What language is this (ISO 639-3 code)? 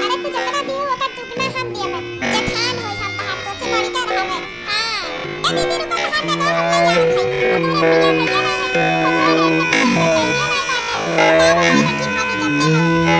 awa